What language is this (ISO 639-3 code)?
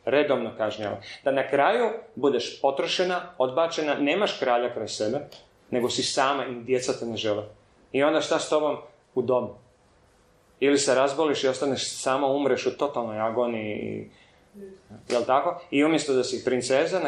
hrv